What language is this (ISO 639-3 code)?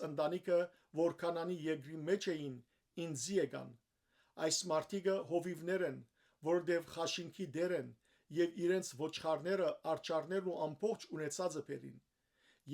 hyw